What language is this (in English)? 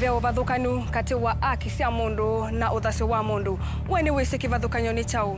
Kamba